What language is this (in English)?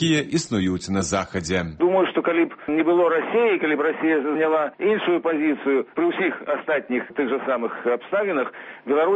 Belarusian